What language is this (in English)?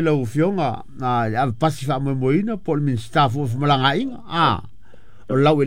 Samoan